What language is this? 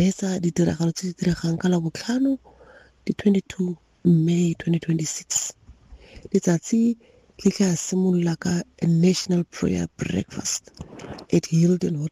Tswana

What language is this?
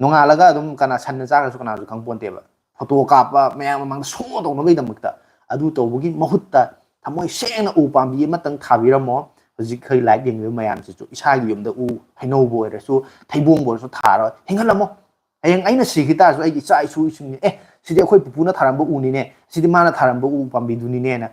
Manipuri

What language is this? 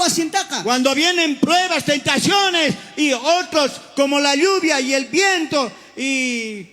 South Bolivian Quechua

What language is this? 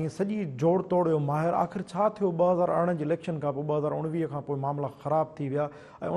Sindhi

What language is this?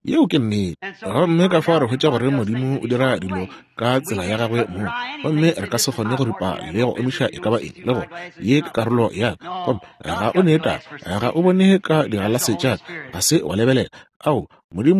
Northern Sotho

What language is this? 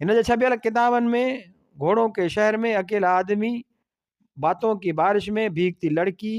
Sindhi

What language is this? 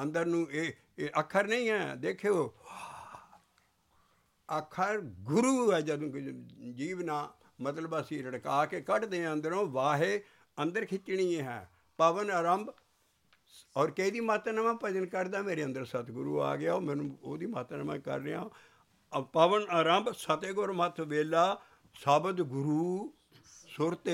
Punjabi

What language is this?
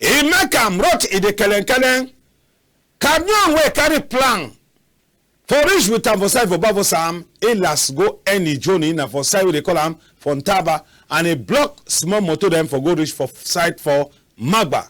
Cameroon Pidgin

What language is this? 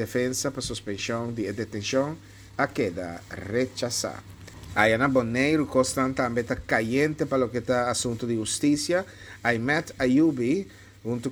Papiamento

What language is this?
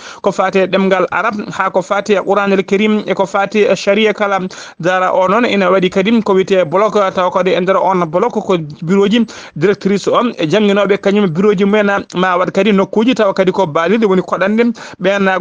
Fula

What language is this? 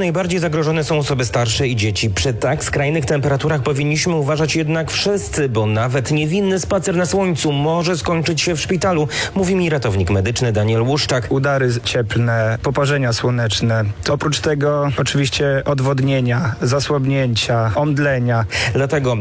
Polish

